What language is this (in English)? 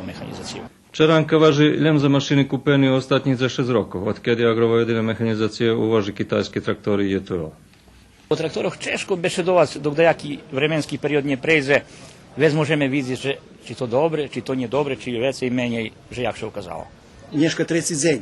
Rusyn